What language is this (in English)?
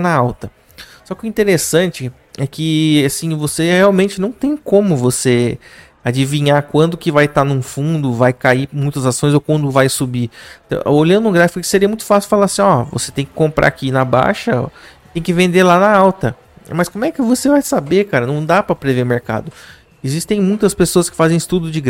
Portuguese